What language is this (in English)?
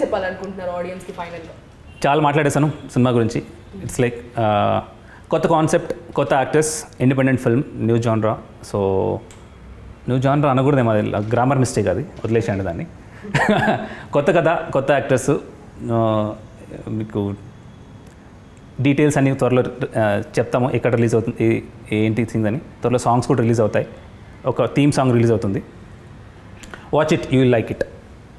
Telugu